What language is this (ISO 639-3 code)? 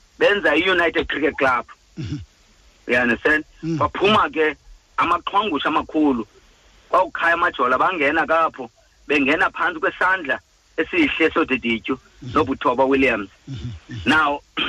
xho